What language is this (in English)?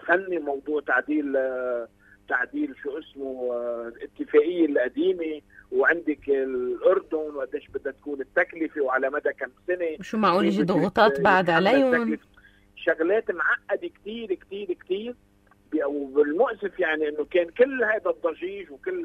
North Levantine Arabic